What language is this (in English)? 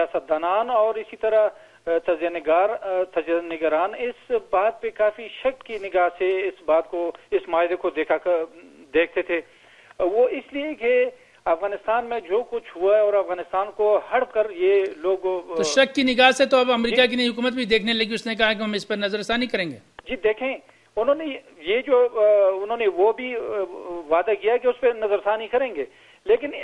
Urdu